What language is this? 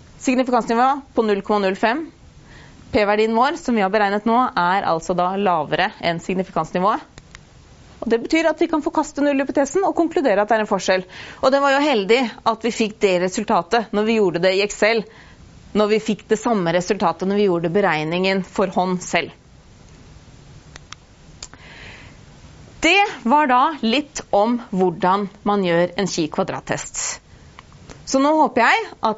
Norwegian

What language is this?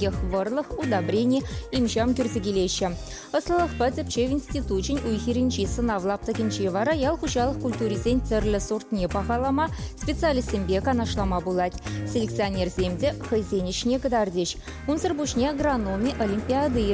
Chuvash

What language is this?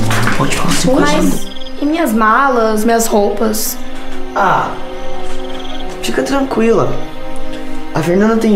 Portuguese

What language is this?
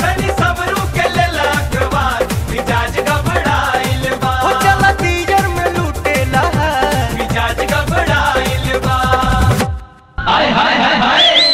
Bhojpuri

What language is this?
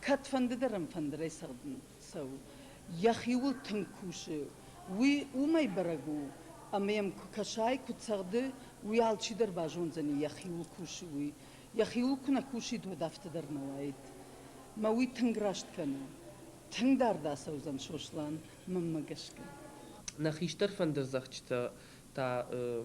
Ossetic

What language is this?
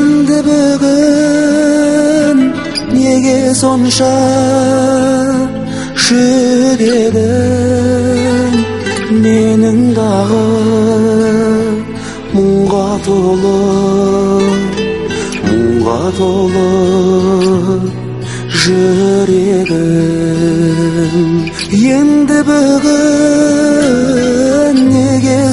Kazakh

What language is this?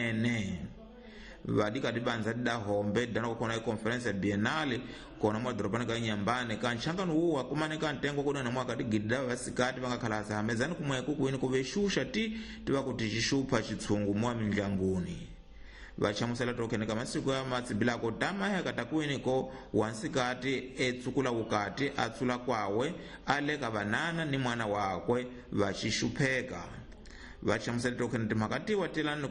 Tsonga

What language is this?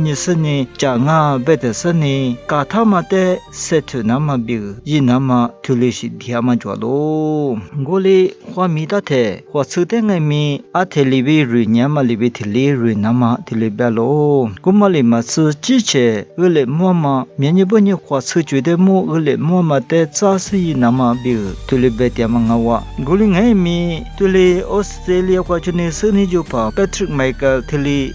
Lisu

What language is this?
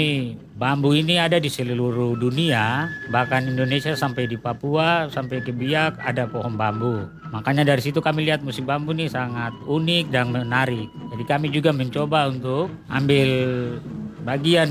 Indonesian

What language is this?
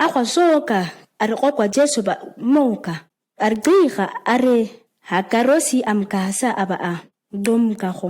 ǁGana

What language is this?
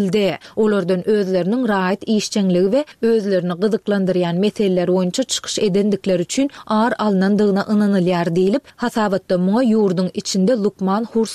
Turkmen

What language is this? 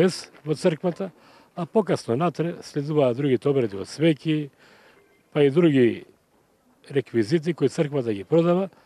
Macedonian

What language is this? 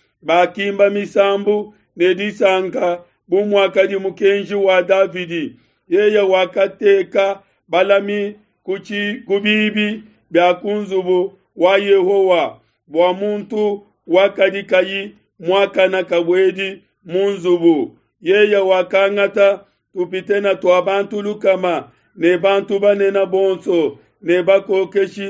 Luba-Lulua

